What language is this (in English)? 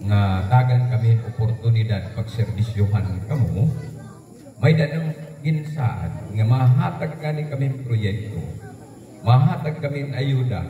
Waray